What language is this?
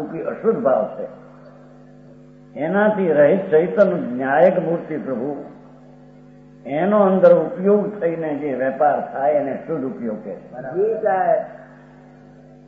Gujarati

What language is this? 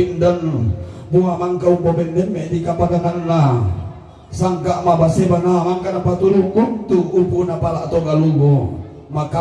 Toraja-Sa'dan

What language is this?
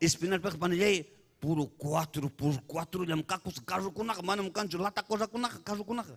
Ayacucho Quechua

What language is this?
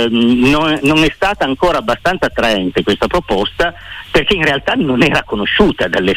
Italian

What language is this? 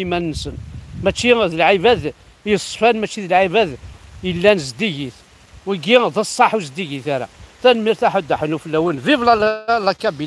Kabyle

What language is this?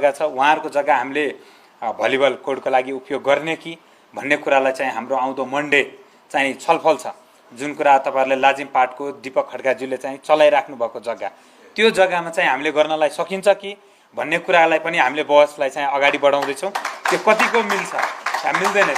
Nepali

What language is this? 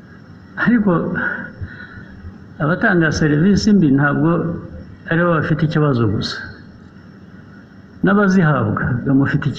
Kinyarwanda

